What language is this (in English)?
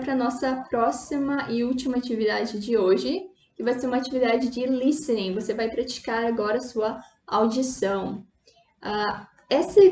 Portuguese